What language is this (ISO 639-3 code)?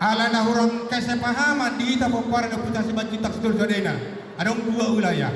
bbc